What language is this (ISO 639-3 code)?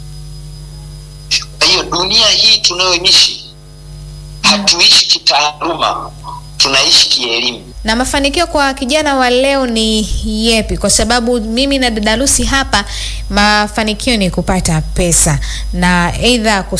swa